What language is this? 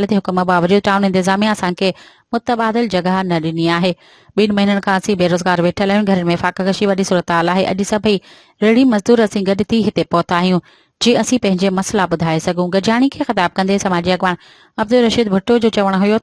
Sindhi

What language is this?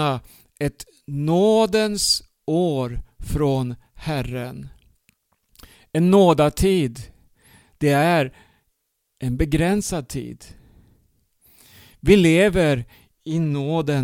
Swedish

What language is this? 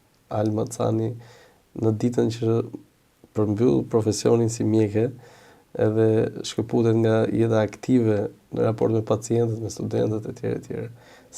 Albanian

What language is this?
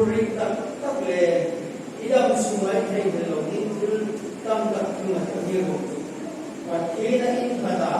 Hmar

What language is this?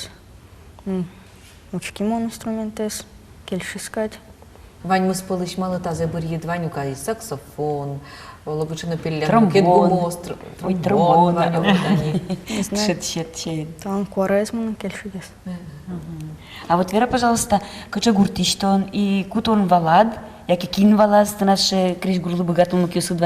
Udmurt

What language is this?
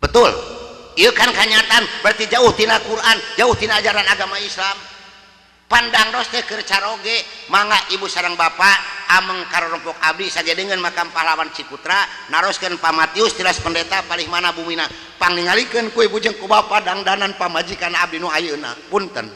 Sundanese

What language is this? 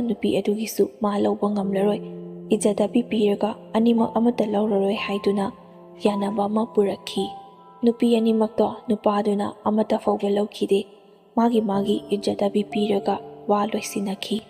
Manipuri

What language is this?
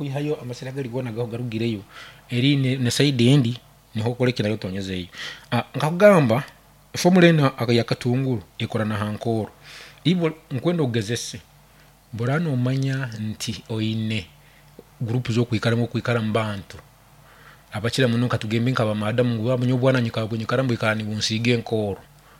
Nyankole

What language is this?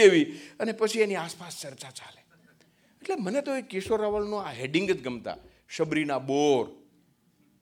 Gujarati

